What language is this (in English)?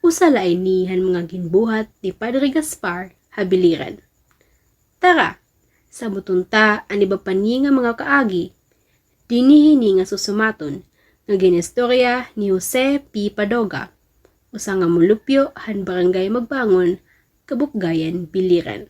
Waray